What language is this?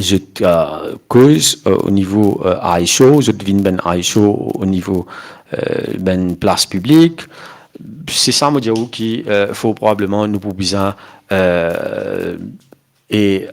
Morisyen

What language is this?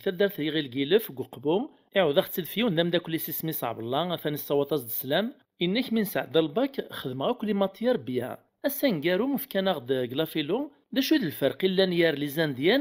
Kabyle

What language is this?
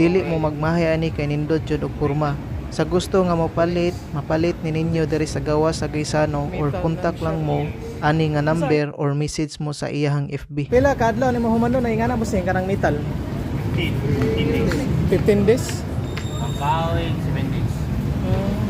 Cebuano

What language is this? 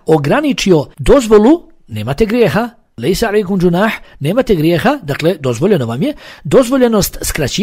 Bosnian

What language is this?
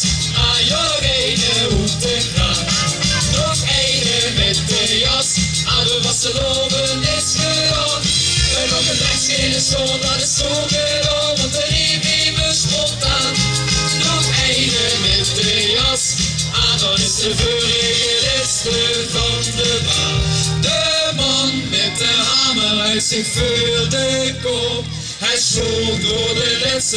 Limburgish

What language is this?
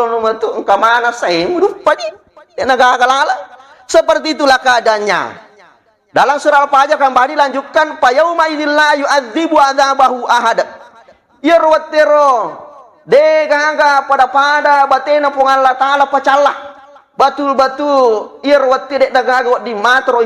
Buginese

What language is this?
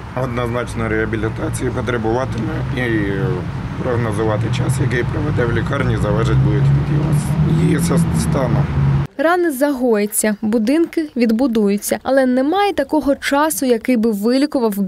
Ukrainian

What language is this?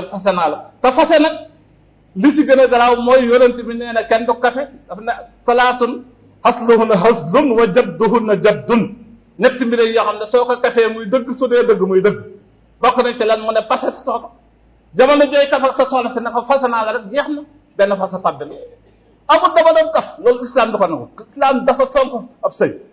Wolof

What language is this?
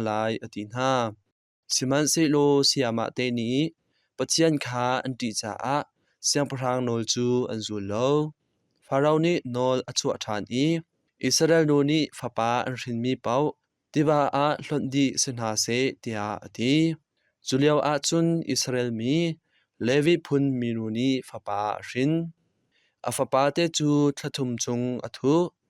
Hakha Chin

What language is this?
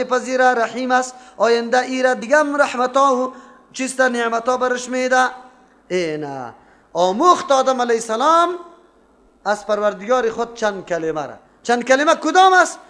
Persian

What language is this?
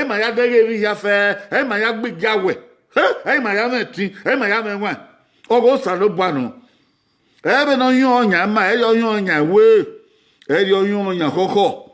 Bini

